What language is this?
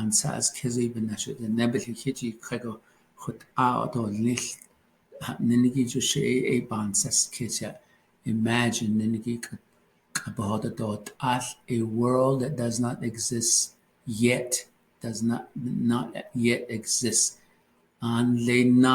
Navajo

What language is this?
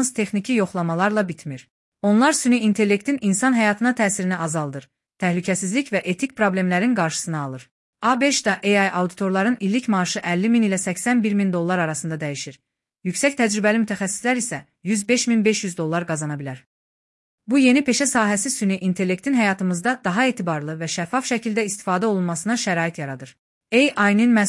Azerbaijani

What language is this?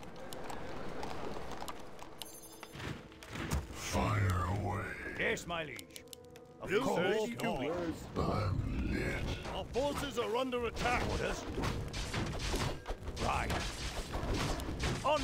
English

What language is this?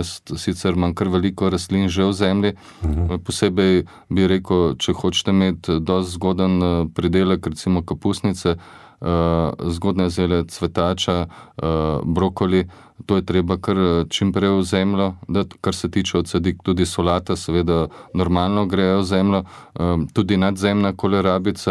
Slovenian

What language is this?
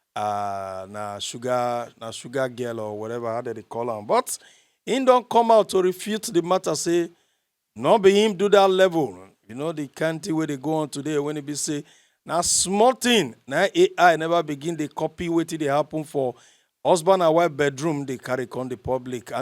Nigerian Pidgin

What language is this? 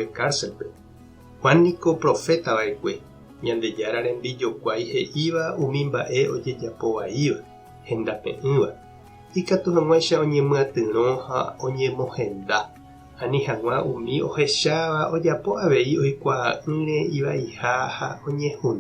Guarani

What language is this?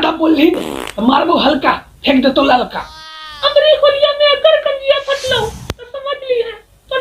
Magahi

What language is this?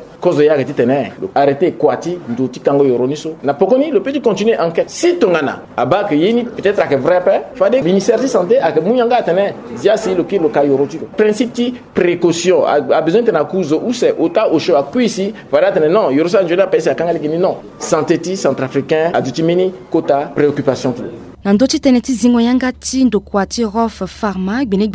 Sango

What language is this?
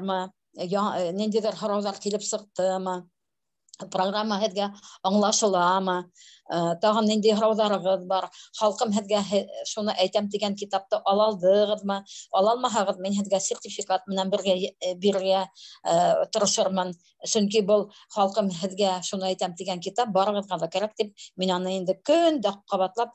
Bashkir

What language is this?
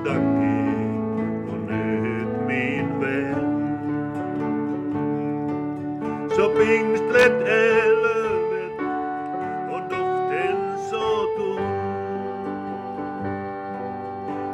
Swedish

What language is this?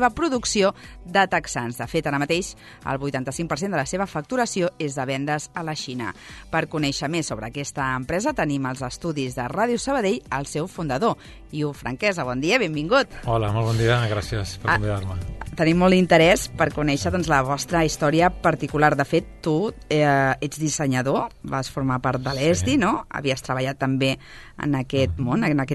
Catalan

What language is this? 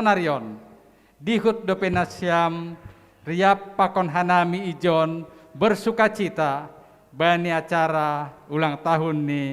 Batak Simalungun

